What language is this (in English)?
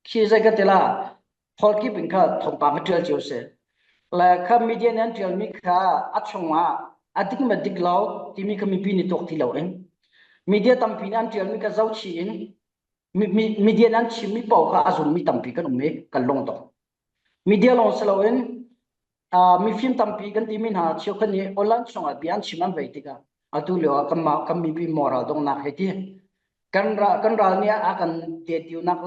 Falam Chin